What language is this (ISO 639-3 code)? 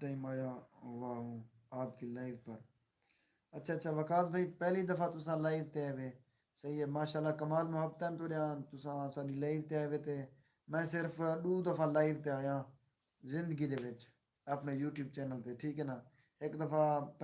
skr